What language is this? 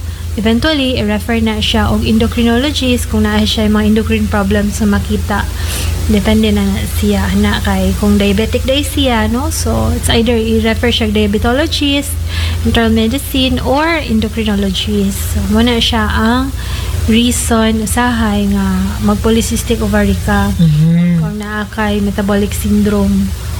Cebuano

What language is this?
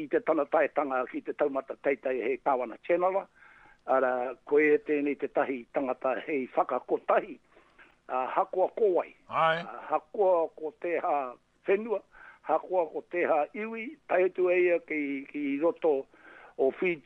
Māori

